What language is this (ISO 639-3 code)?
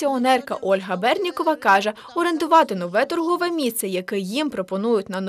ukr